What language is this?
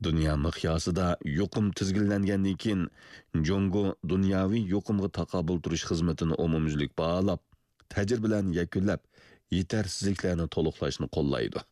Uyghur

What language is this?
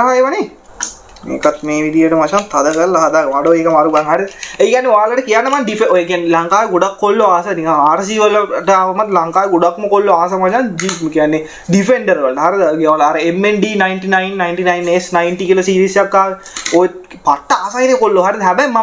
Sinhala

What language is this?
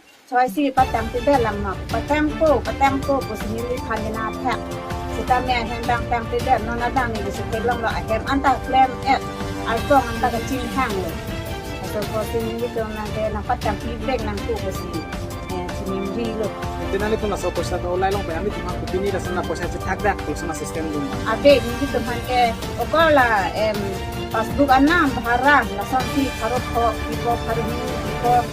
Karbi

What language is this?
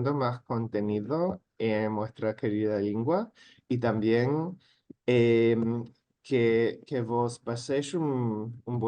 Ladino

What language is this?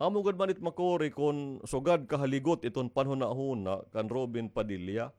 Waray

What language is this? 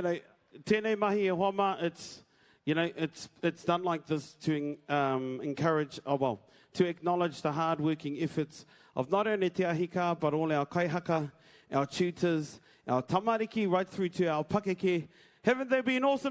Māori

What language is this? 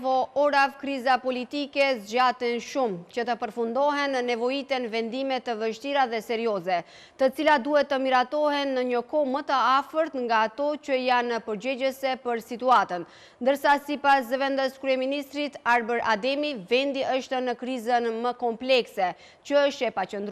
Albanian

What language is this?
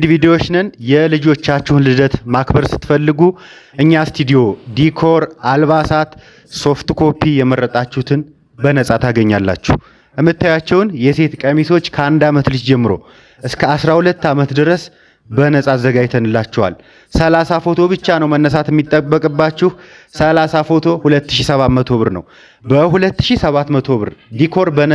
Amharic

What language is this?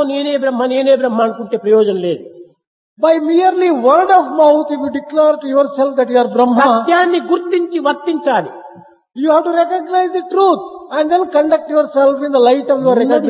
Telugu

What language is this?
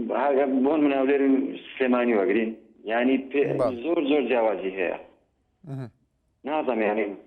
Central Kurdish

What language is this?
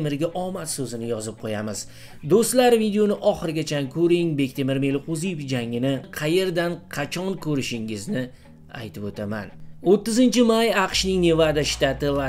Uzbek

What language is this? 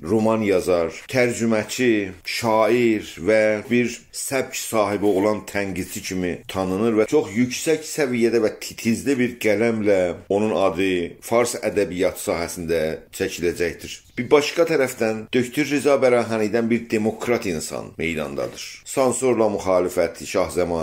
South Azerbaijani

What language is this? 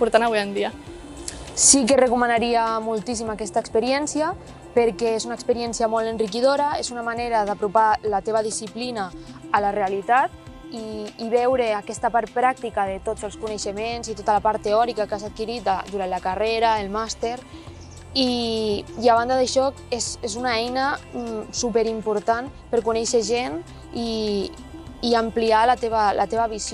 Catalan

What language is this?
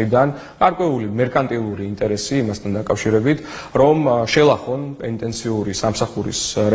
Georgian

